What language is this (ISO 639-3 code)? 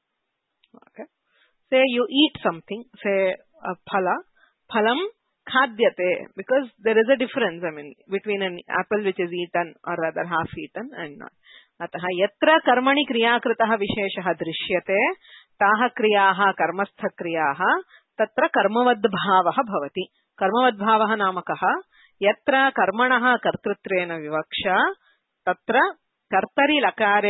san